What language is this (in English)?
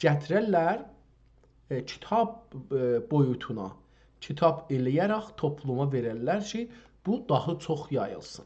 South Azerbaijani